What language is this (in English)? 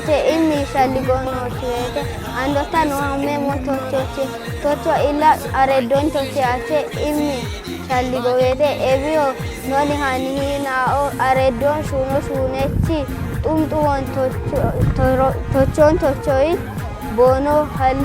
Kafa